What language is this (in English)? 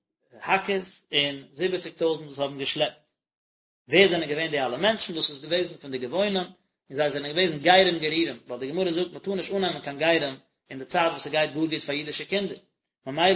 Yiddish